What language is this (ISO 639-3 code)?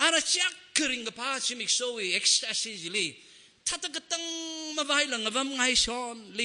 nmf